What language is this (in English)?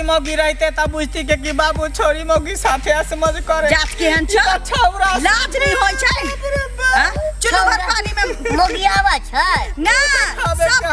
Maithili